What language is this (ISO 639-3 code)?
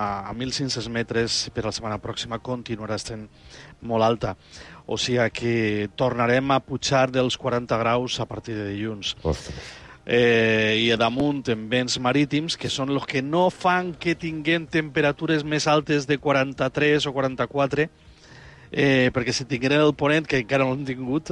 cat